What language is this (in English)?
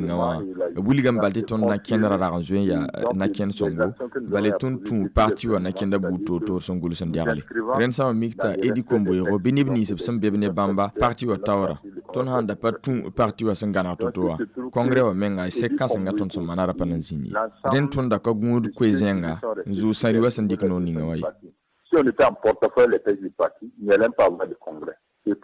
Mossi